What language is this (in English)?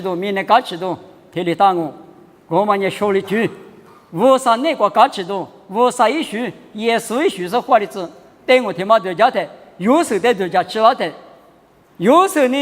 Lisu